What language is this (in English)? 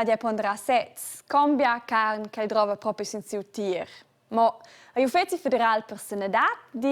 Romansh